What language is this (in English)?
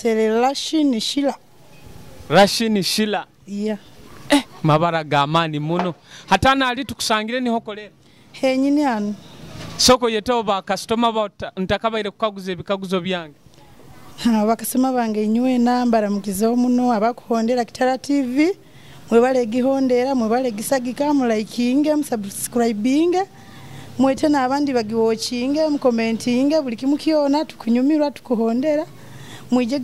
Nyoro